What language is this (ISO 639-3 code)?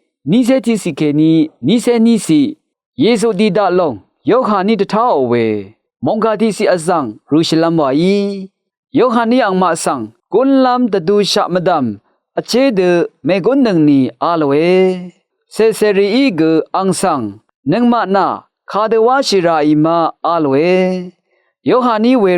raw